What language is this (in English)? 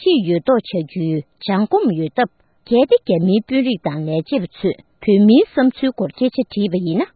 Tibetan